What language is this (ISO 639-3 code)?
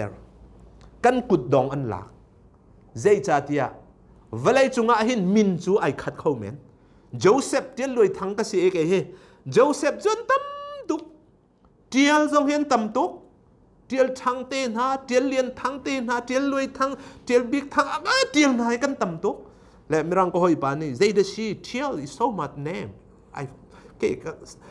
cnh